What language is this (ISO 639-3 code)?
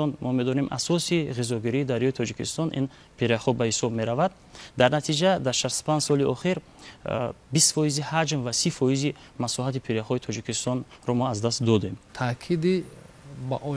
tgk